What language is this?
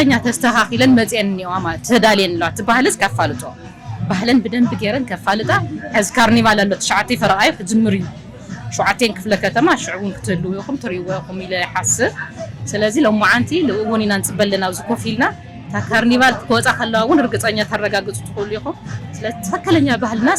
Tigrinya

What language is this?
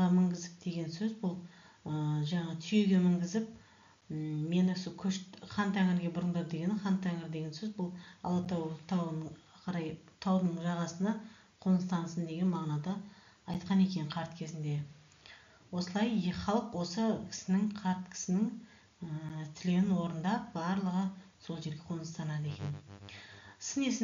Kazakh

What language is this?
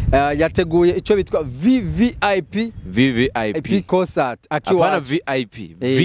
Rundi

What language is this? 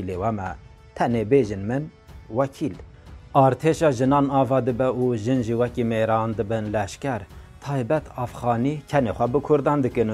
Kurdish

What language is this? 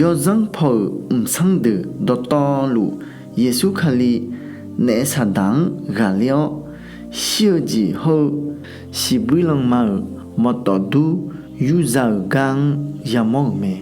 Akha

